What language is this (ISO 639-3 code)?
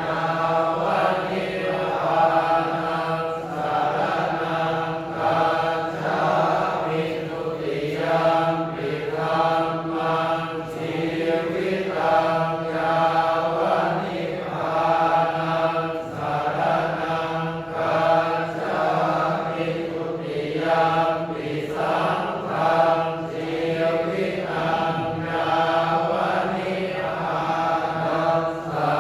pli